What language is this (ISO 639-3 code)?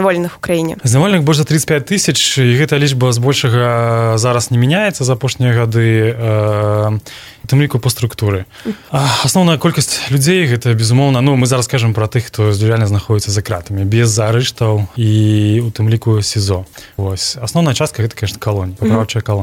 bel